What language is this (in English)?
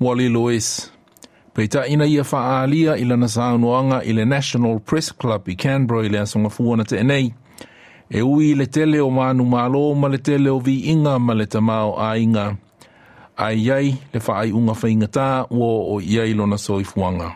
Samoan